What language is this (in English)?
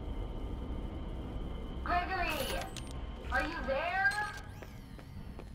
Indonesian